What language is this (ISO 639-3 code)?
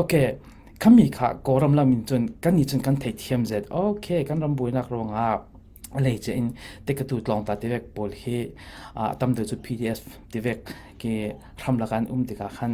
cfm